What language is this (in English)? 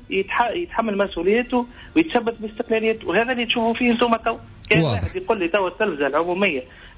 Tunisian Arabic